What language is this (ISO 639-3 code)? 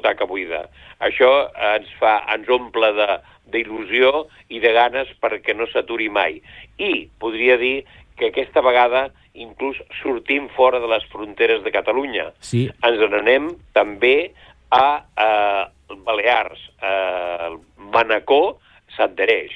cat